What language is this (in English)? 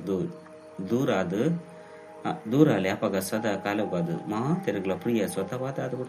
Tulu